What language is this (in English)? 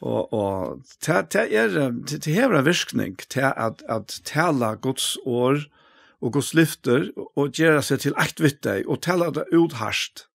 Faroese